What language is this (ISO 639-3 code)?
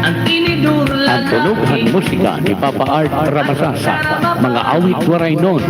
war